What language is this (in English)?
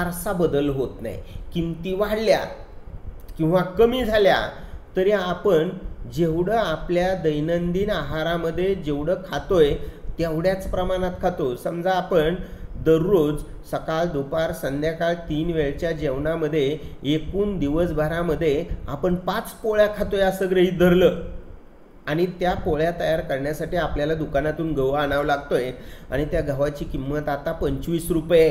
Marathi